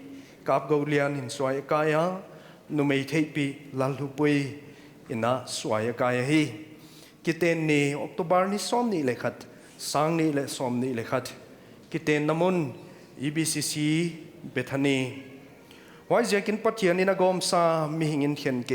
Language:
Paite Chin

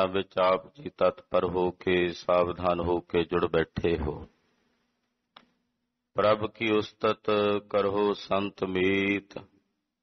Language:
Punjabi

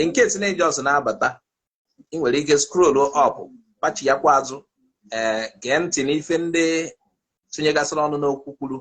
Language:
Igbo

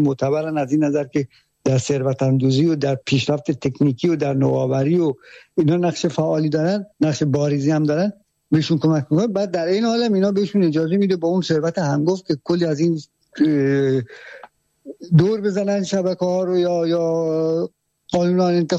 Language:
Persian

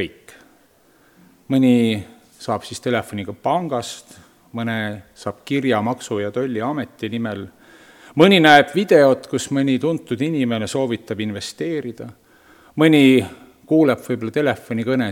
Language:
Estonian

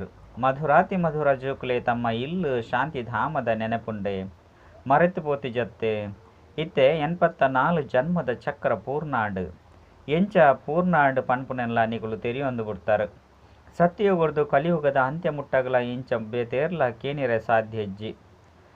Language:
Tulu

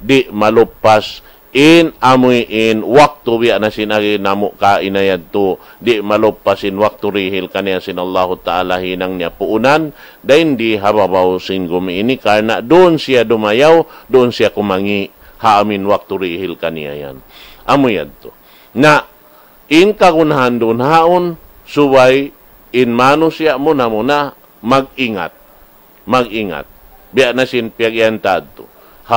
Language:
Tausug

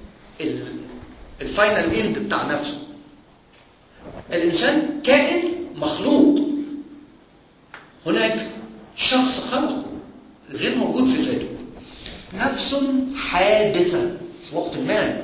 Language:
Egyptian Arabic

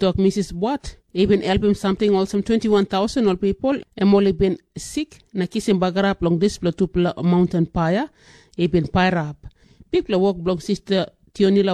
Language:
Tok Pisin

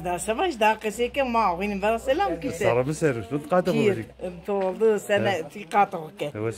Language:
Zaza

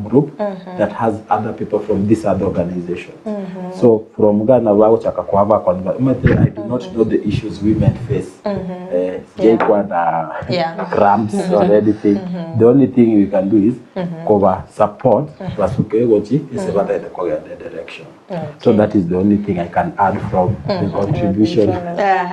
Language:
Gusii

